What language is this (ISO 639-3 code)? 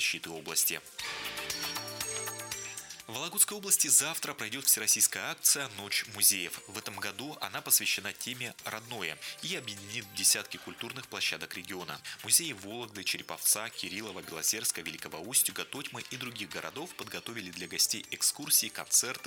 rus